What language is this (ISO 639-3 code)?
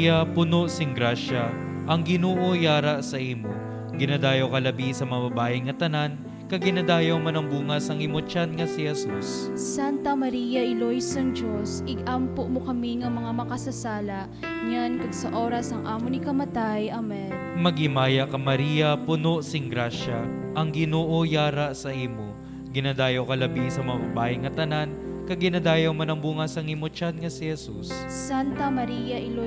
hil